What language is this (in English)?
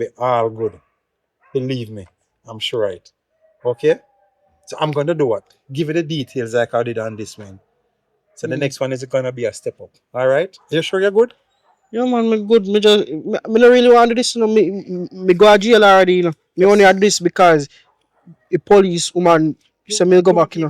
Jamaican Creole English